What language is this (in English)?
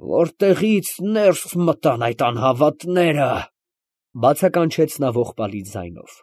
Armenian